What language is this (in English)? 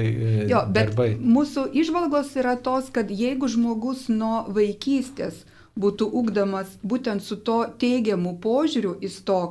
Lithuanian